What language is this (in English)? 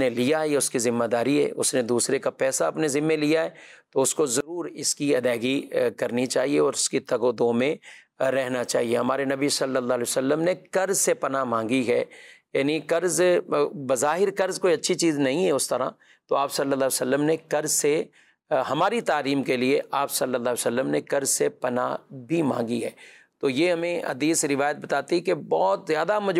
Urdu